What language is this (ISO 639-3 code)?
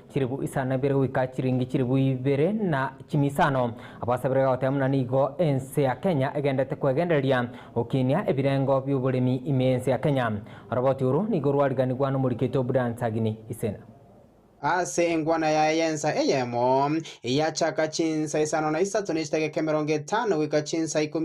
guz